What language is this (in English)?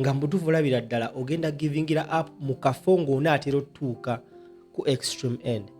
Ganda